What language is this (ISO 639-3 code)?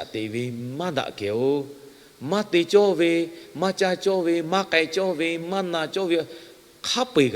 lhu